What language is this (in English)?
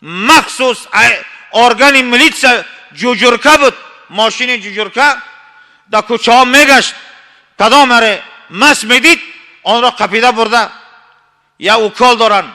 Tajik